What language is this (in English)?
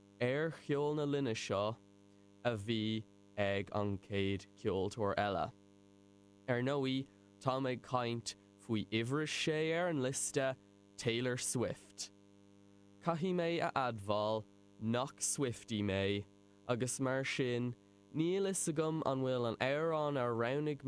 Irish